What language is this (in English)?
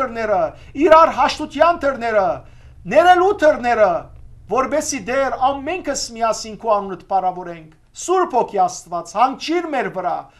Western Armenian